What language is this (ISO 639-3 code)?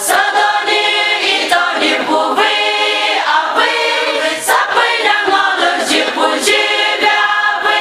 pmx